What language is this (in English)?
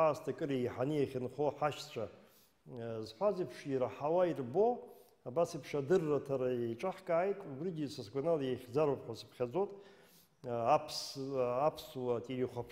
Abkhazian